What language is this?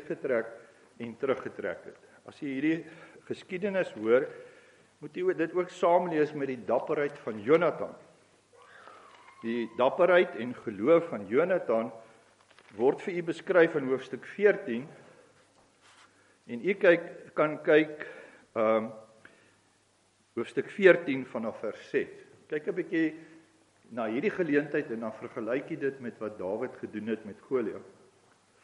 Afrikaans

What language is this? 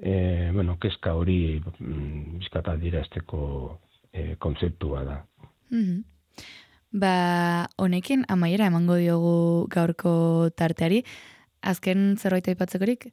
Basque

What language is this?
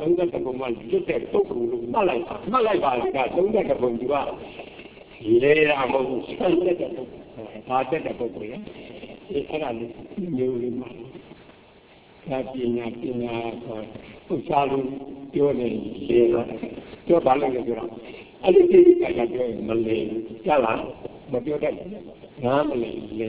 Burmese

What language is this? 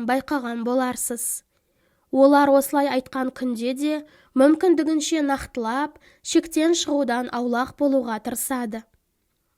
Kazakh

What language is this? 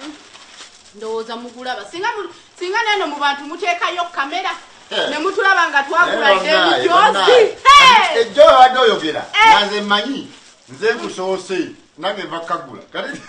Ganda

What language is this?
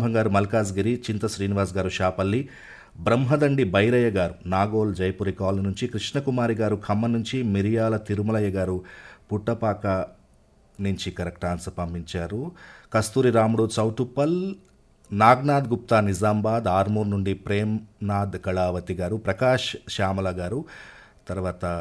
Telugu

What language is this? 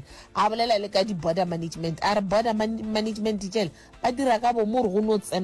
Northern Sotho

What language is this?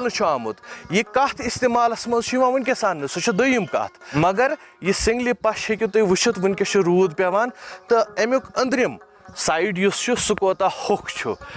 Kashmiri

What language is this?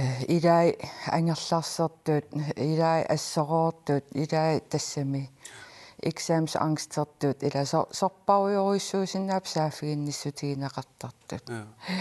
Kalaallisut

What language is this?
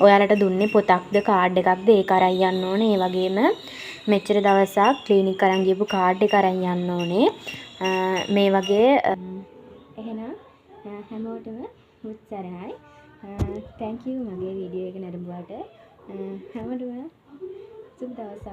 Sinhala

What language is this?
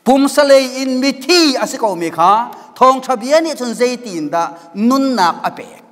Hakha Chin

